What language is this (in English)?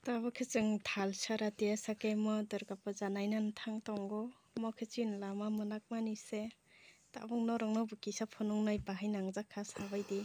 Kok Borok